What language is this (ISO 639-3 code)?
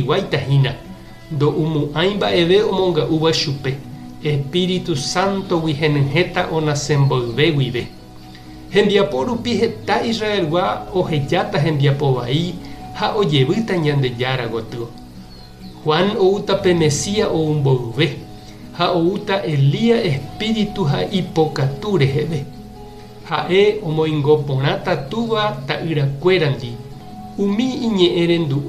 grn